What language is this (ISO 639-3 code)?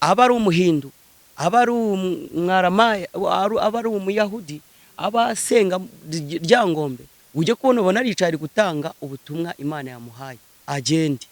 kin